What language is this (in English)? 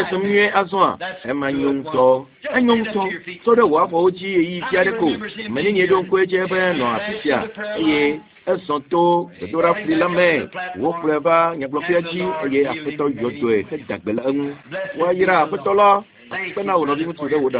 Ewe